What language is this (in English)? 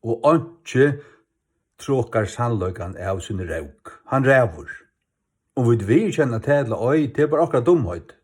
Faroese